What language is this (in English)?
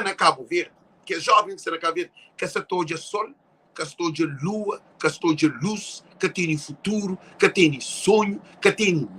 Kabuverdianu